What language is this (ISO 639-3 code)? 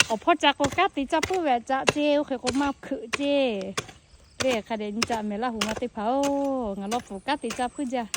lhu